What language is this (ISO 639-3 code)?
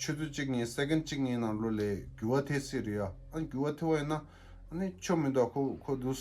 bod